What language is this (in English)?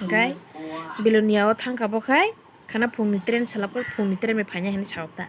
Kok Borok